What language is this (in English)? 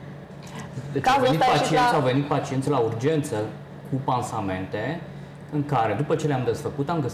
Romanian